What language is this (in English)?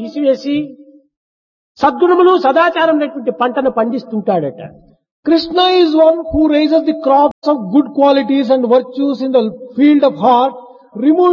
Telugu